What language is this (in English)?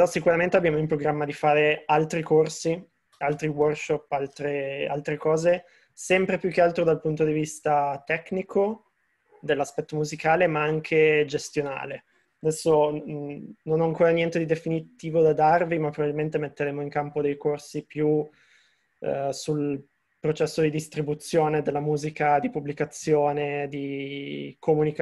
Italian